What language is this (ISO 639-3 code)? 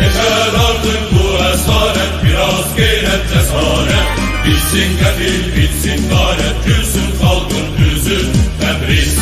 azb